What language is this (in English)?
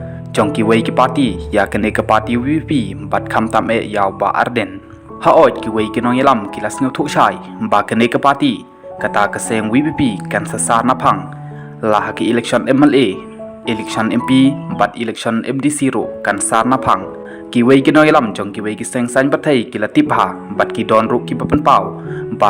Khasi